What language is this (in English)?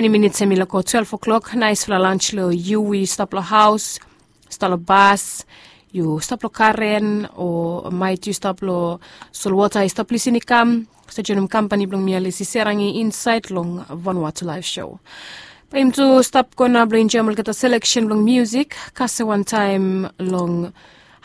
Bislama